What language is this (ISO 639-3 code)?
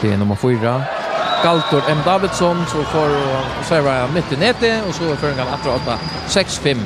fao